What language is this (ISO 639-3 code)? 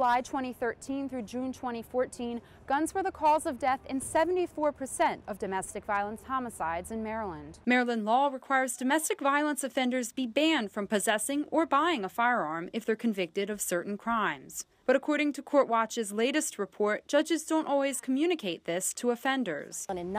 eng